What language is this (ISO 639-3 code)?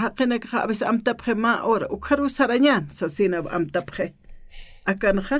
aym